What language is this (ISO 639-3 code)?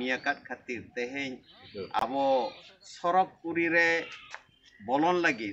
sat